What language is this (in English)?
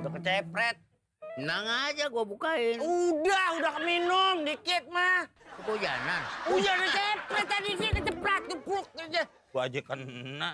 Betawi